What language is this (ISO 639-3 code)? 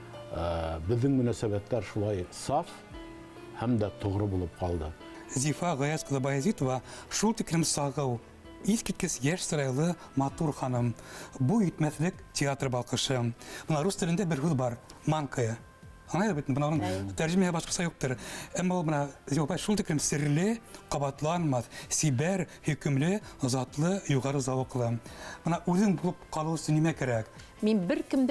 bak